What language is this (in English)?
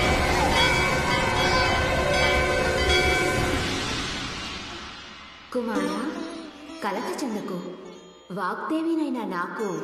Telugu